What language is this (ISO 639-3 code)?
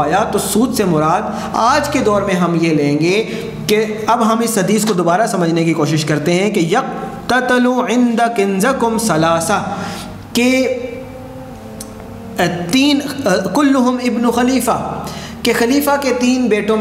urd